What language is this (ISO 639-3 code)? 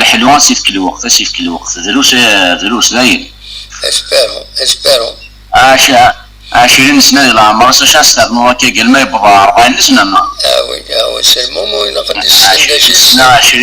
kab